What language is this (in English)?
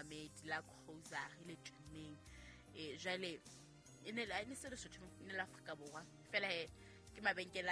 Southern Sotho